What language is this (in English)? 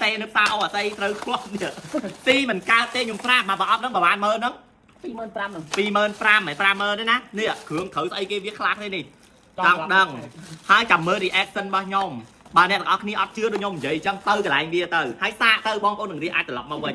Khmer